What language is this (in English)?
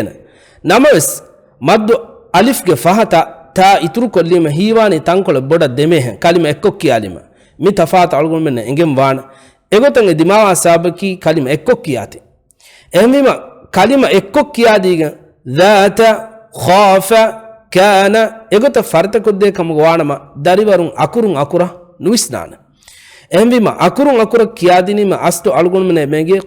Divehi